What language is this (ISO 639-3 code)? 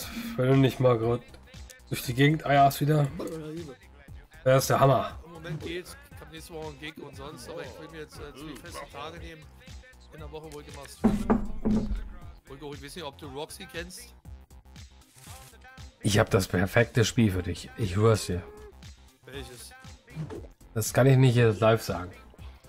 deu